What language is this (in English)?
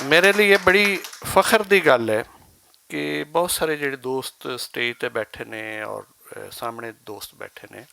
Western Panjabi